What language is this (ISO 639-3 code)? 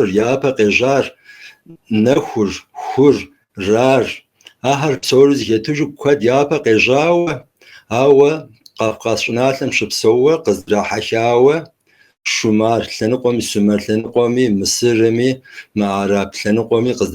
kbd